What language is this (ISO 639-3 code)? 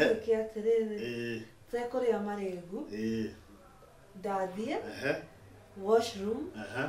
kik